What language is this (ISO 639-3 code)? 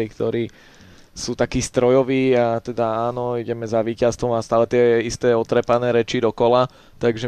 slk